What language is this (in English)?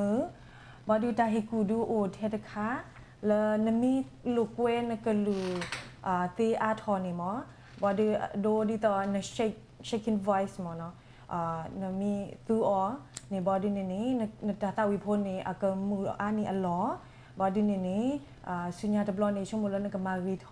S'gaw Karen